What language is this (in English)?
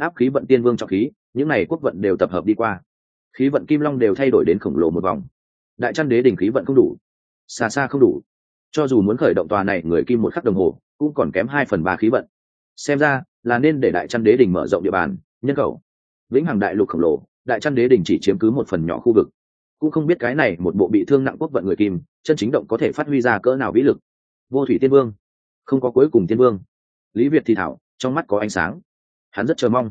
Vietnamese